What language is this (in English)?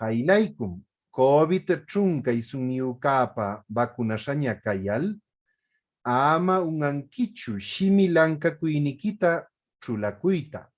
Huaylla Wanca Quechua